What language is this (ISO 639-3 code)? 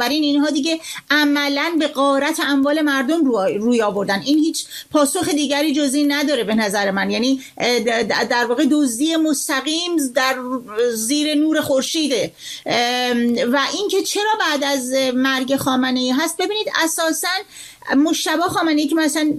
fas